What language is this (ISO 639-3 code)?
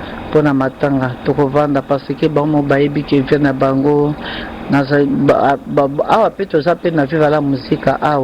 lin